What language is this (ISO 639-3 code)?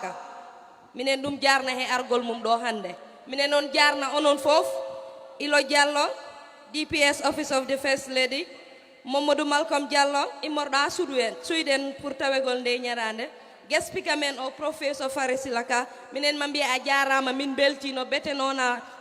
ful